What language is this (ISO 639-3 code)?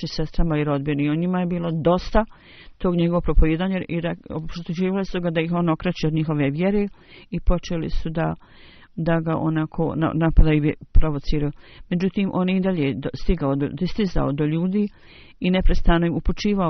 bos